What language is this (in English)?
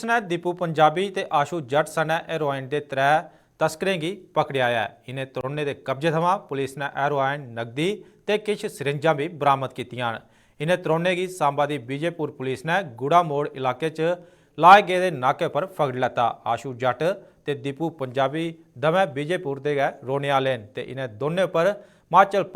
Dogri